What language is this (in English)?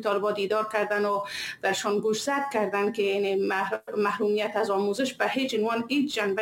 Persian